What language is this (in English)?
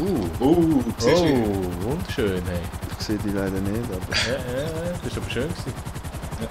Swiss German